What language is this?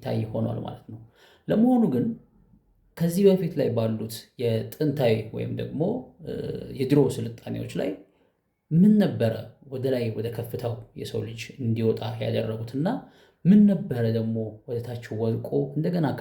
Amharic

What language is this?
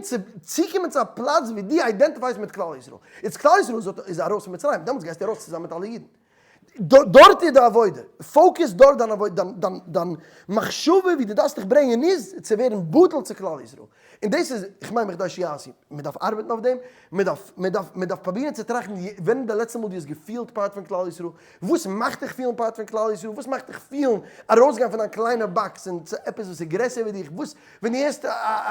Yiddish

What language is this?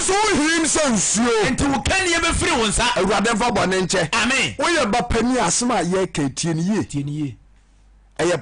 Akan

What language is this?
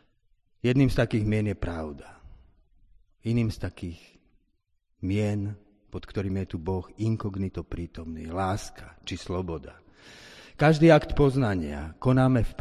Slovak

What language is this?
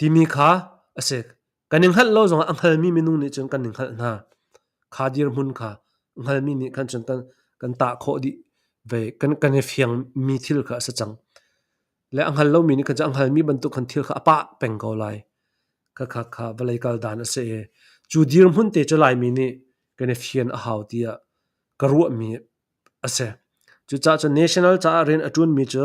Hakha Chin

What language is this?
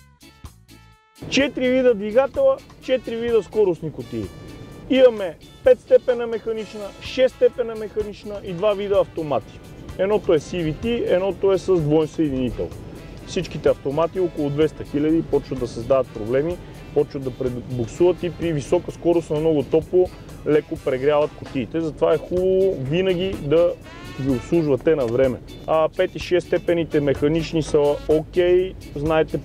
Bulgarian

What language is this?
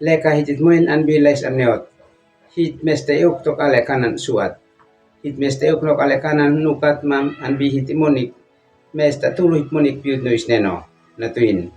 Uab Meto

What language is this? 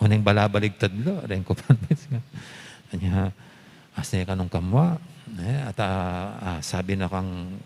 Pampanga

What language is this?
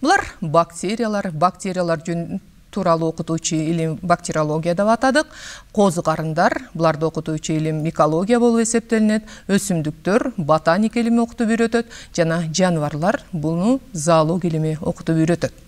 Kyrgyz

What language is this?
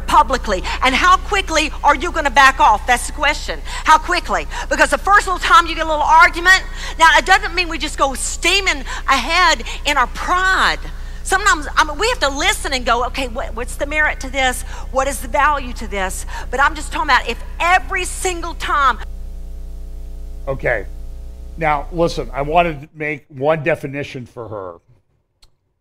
English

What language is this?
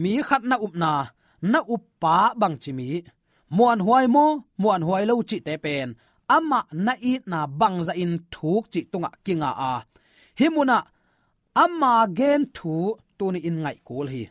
Tedim Chin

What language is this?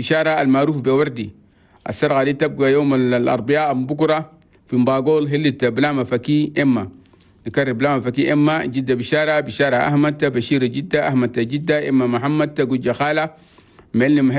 Chadian Arabic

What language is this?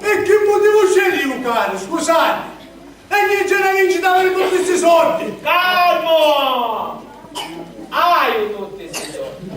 Sicilian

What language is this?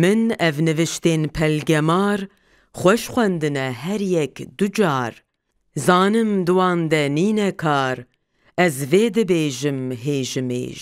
Kurdish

